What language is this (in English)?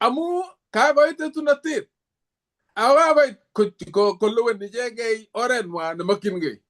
Kalenjin